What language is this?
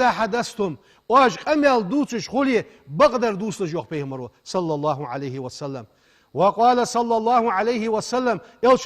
Ingush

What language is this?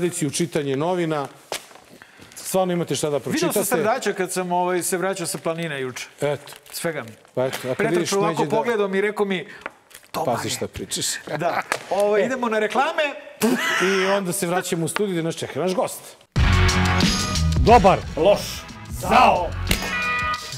Serbian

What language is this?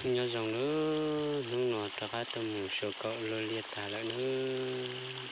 Hmong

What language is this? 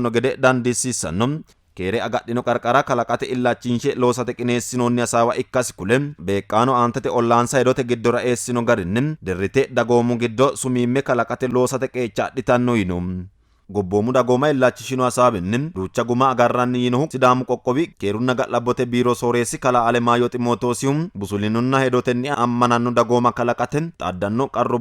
Sidamo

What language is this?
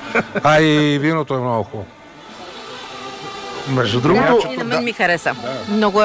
Bulgarian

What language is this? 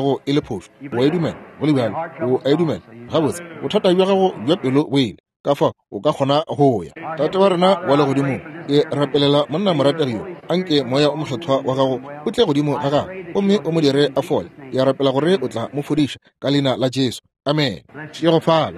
Northern Sotho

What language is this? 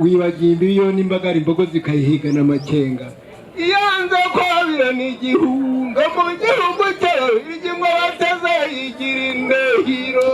Kinyarwanda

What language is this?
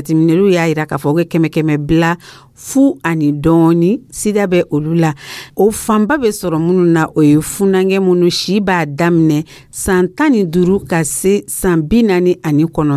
Dyula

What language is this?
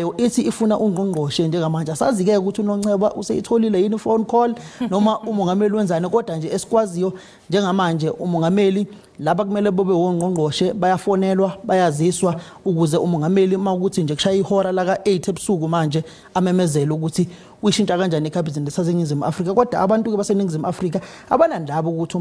Zulu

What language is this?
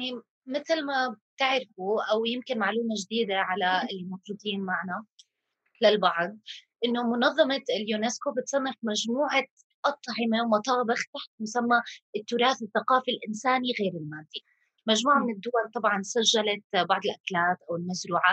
North Levantine Arabic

